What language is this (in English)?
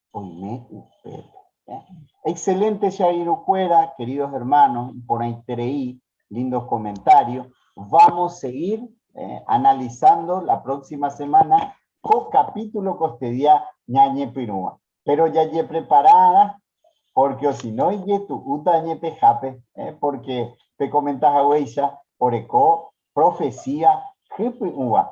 Guarani